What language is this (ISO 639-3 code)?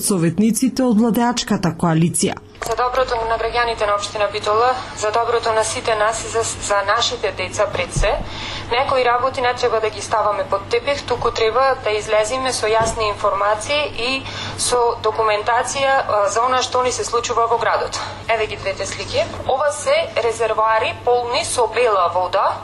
mkd